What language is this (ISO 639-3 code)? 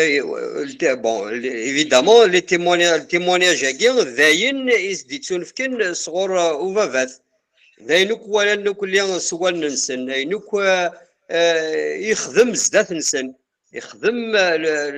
kab